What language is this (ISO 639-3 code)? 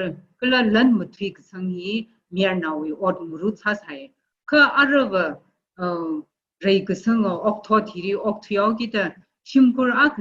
nmf